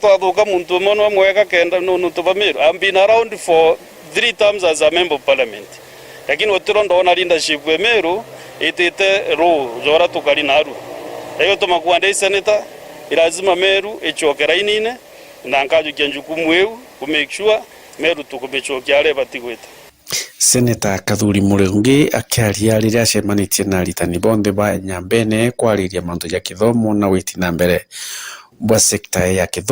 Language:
Meru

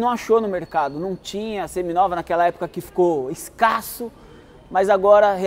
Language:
Portuguese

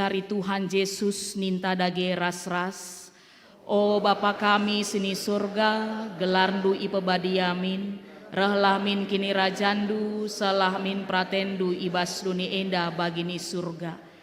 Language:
Batak Karo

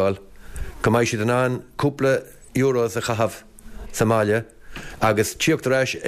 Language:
Irish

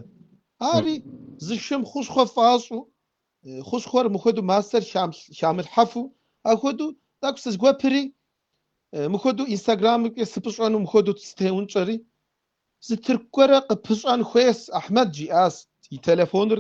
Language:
Kabardian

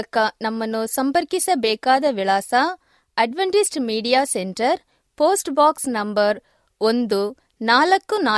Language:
Kannada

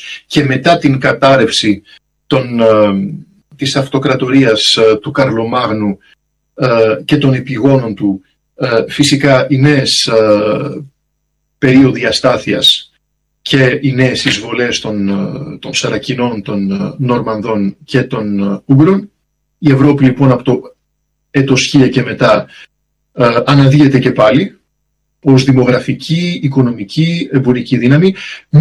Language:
Greek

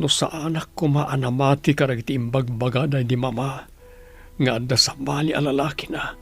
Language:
Iloko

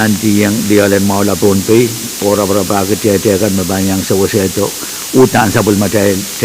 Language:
Pohnpeian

